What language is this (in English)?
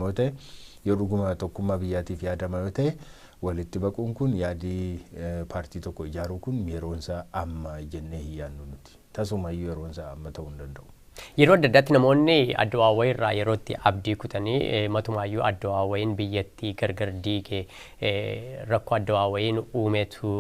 Oromo